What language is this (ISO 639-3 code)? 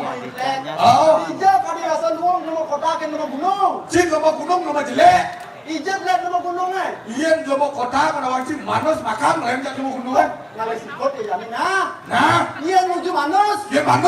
ban